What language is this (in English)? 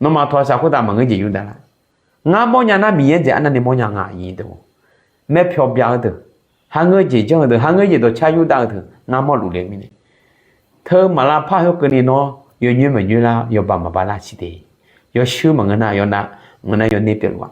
Akha